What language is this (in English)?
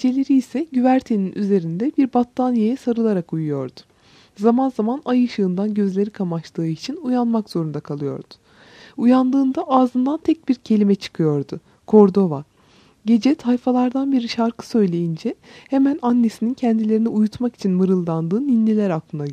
Turkish